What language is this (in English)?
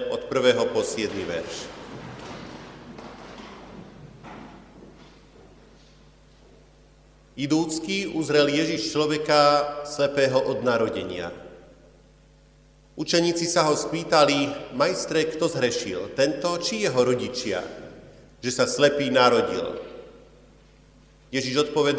Slovak